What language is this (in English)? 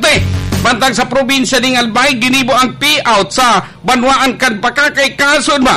Bikol